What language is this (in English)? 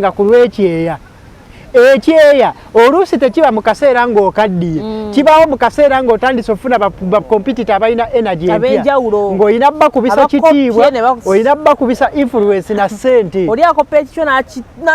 Ganda